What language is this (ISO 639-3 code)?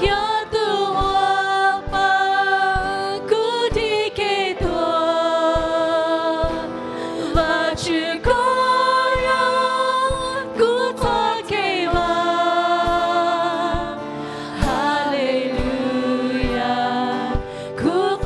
hmn